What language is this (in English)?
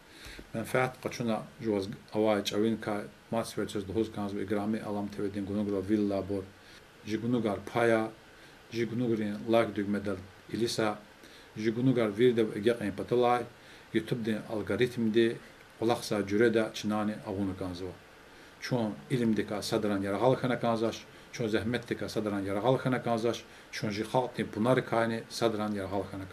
Lezghian